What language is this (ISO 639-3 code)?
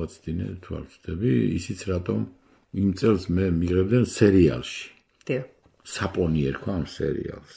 kat